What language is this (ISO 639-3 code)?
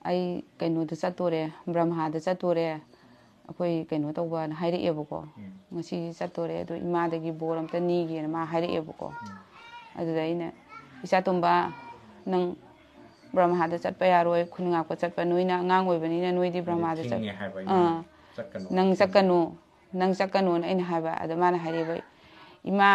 mni